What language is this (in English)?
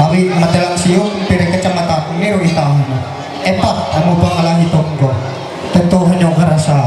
Ma'anyan